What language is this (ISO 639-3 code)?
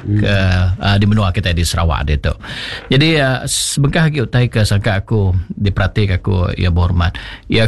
iba